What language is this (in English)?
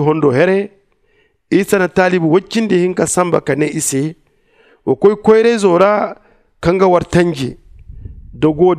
Zarma